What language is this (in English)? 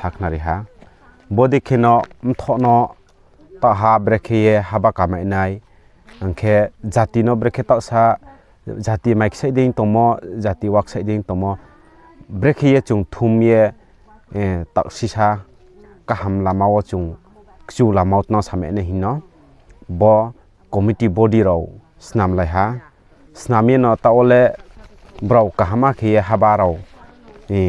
Riang (India)